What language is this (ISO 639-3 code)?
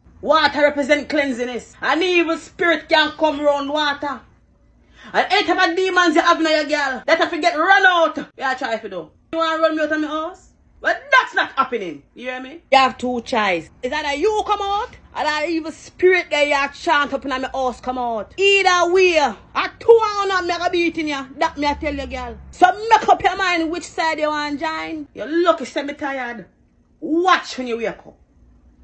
jam